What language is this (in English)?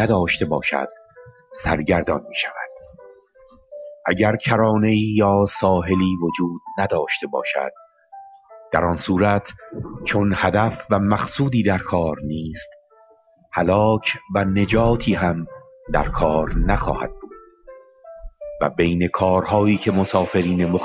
Persian